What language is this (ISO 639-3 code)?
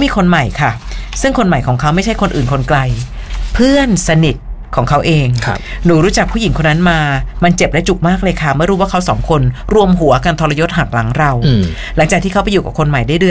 tha